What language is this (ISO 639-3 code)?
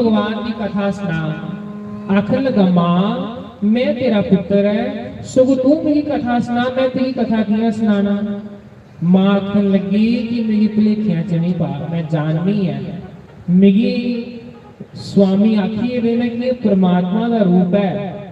doi